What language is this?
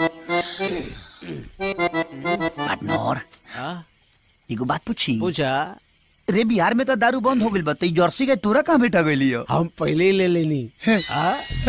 Bhojpuri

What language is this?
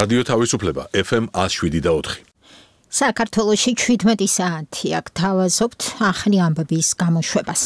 Georgian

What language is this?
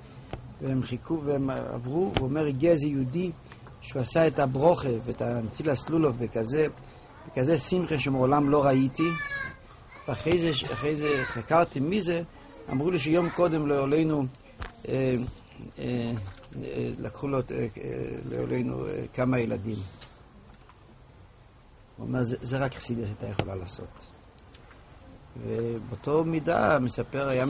Hebrew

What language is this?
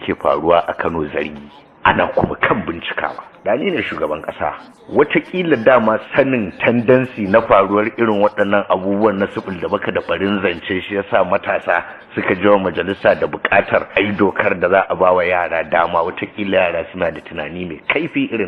Hausa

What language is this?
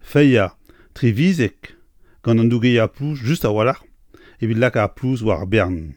Breton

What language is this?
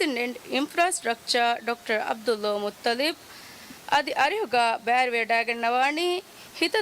Divehi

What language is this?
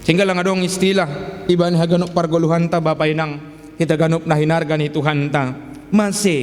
Batak Simalungun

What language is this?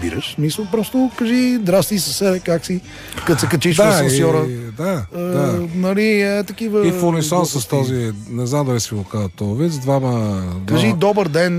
Bulgarian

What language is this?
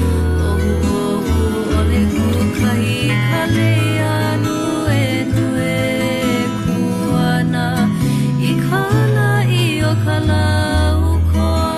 Hawaiian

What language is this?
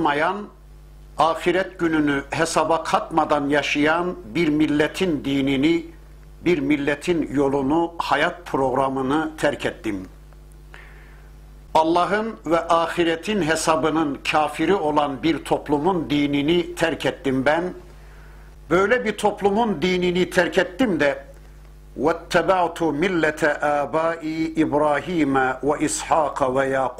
Turkish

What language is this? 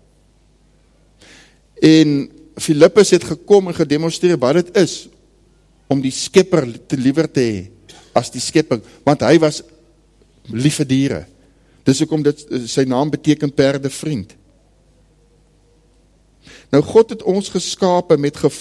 Afrikaans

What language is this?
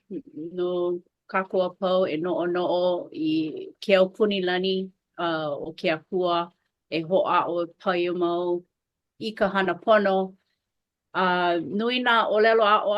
Hawaiian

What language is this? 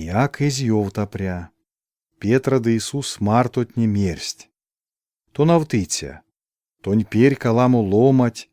Erzya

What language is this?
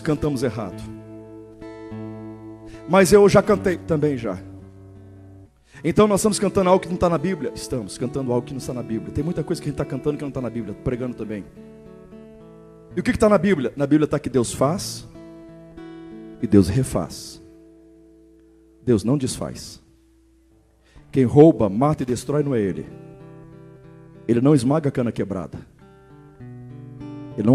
Portuguese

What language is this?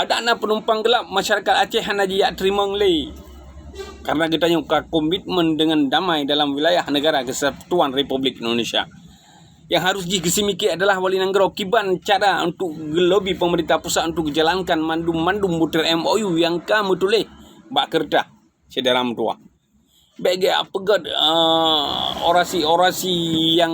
Achinese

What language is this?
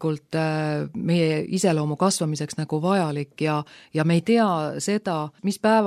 Estonian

